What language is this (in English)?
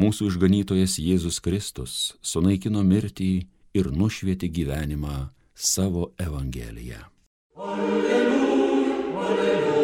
Lithuanian